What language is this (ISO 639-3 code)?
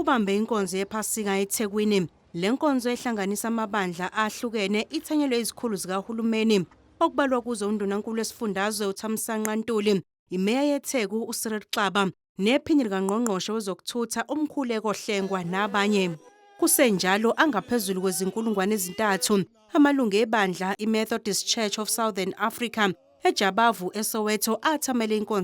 zul